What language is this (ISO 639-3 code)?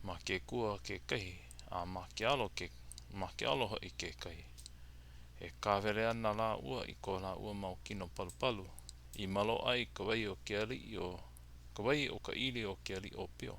haw